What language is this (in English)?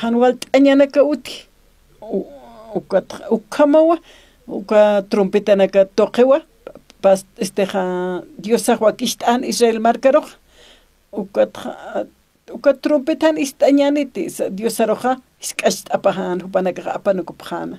Aymara